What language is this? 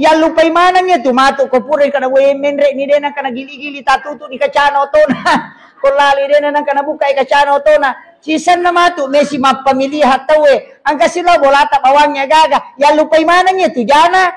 Buginese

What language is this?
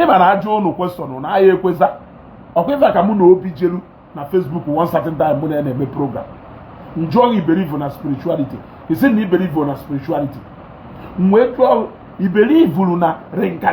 Igbo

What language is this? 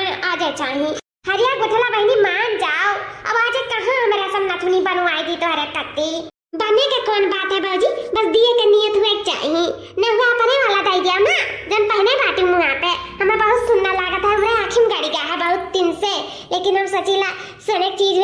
Awadhi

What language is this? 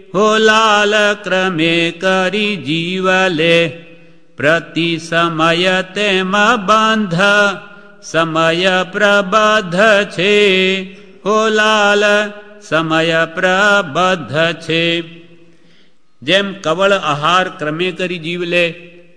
Gujarati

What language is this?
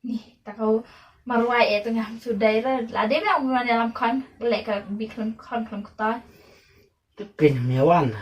Khasi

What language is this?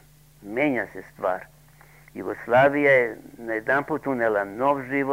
Serbian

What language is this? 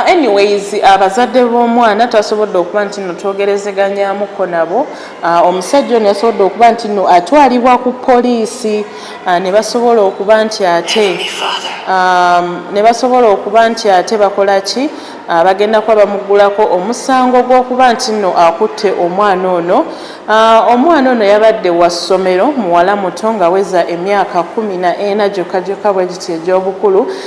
Ganda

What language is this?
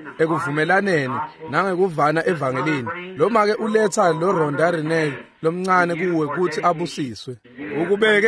Swati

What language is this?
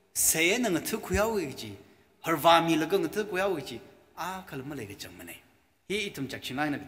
Tangkhul Naga (India)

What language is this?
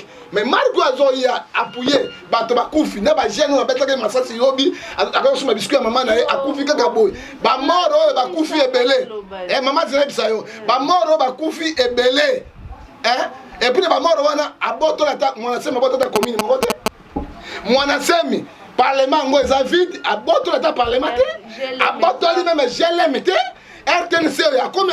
Lingala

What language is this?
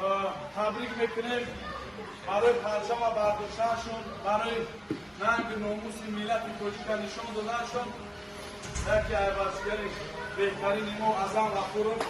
Tajik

